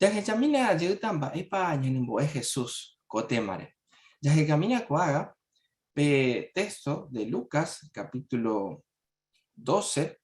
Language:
Guarani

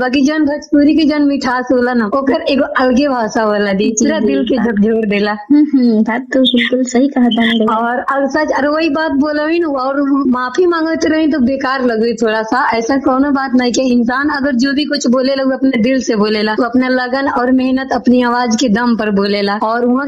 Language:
Bhojpuri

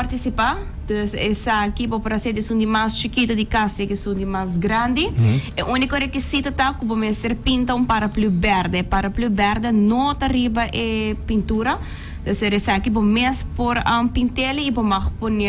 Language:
Papiamento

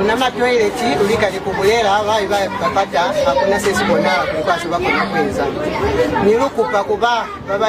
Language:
Lozi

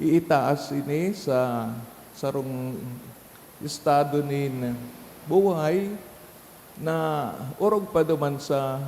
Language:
Bikol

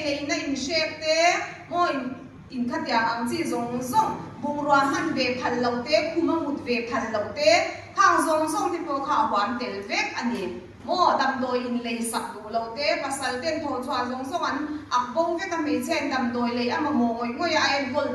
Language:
Mizo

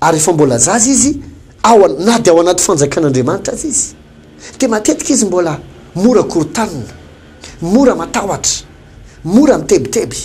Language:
Malagasy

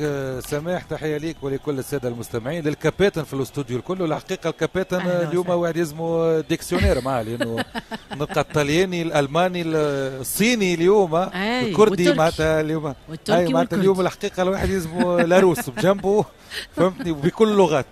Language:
Tunisian Arabic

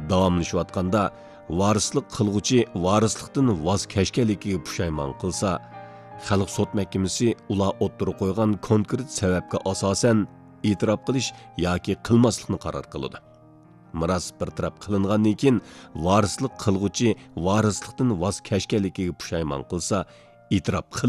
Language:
Uyghur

